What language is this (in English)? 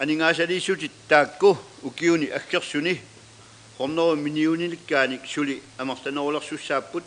Kalaallisut